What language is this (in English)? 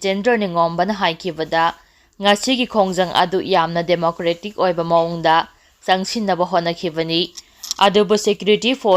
Manipuri